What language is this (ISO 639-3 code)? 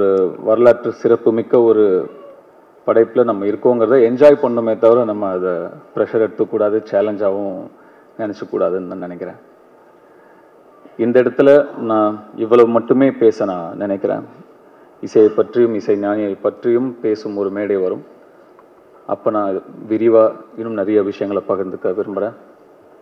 tam